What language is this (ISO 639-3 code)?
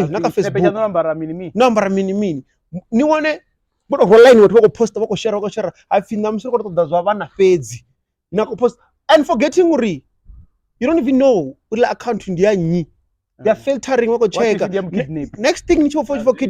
ven